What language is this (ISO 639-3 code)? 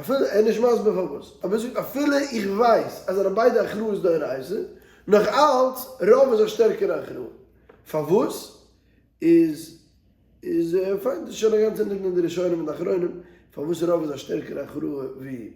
yid